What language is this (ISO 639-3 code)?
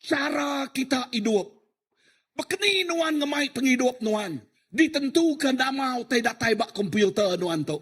iba